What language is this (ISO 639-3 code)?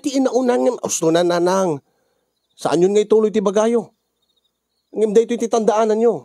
ilo